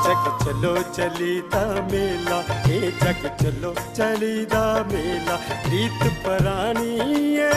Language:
Dogri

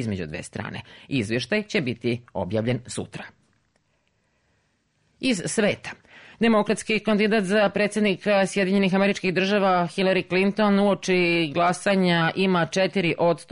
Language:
Serbian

